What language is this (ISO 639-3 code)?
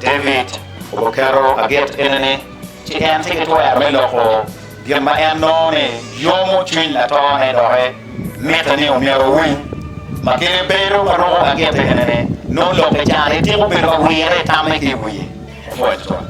ach